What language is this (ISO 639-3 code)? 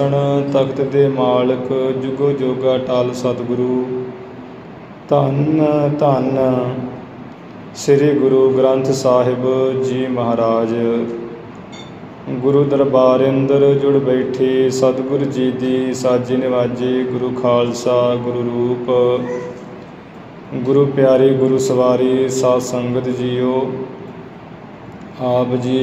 pan